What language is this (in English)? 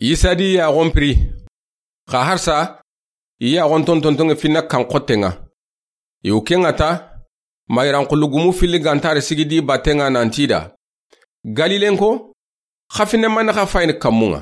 Soninke